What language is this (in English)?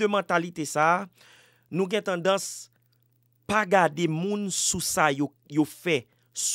Haitian Creole